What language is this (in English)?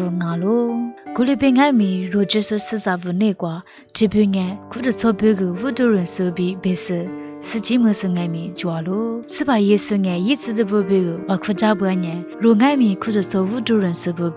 Lisu